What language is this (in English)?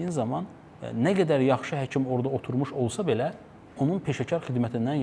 Azerbaijani